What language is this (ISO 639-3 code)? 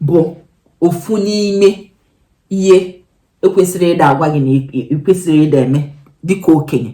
ibo